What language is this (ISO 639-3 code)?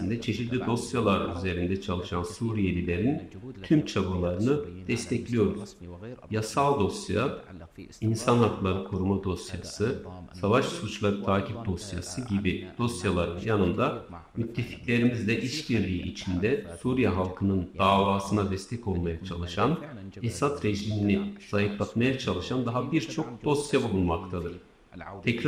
tur